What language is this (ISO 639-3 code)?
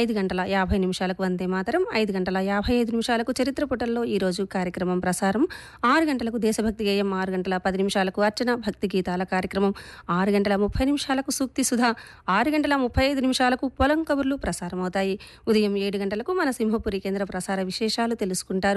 tel